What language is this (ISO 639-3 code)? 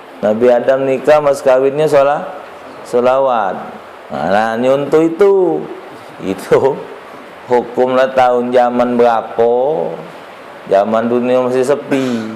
mui